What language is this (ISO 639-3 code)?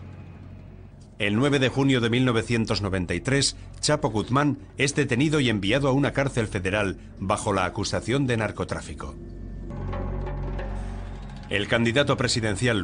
spa